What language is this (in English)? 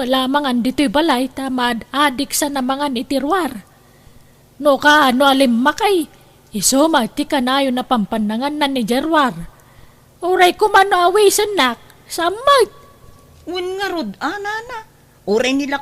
Iloko